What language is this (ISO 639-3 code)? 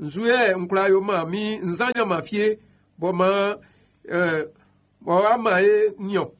bci